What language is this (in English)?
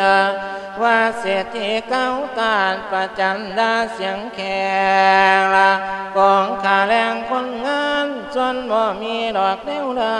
Lao